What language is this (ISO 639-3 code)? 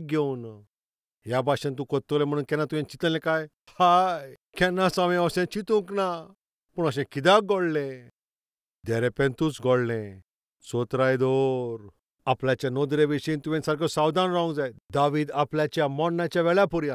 kok